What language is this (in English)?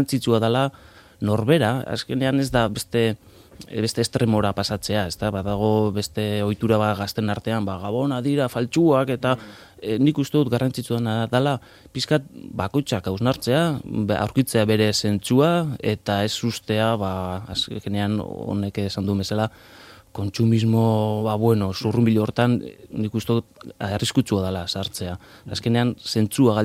Basque